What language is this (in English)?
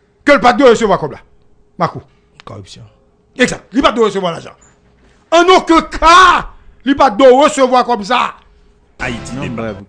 Haitian Creole